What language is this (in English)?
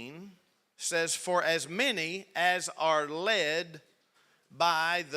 English